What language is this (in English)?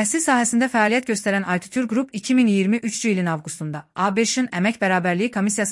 Azerbaijani